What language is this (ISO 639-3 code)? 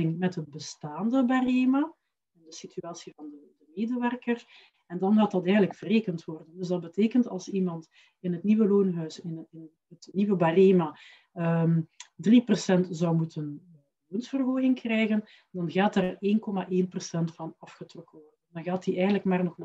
nld